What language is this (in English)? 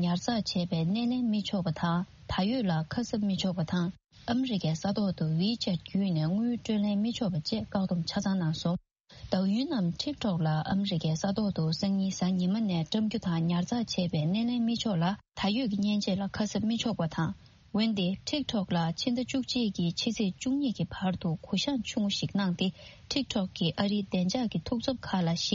Tibetan